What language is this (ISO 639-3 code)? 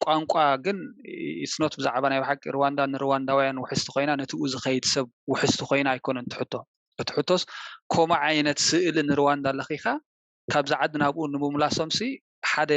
tir